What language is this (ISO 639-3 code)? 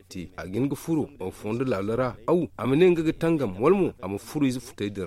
dje